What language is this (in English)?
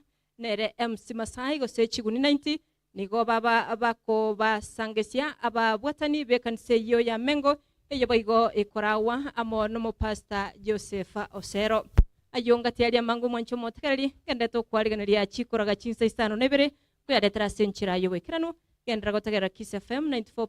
Gusii